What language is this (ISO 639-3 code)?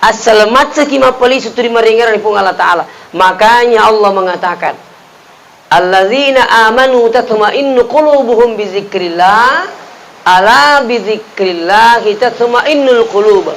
bug